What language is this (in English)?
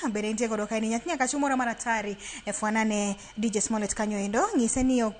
Luo (Kenya and Tanzania)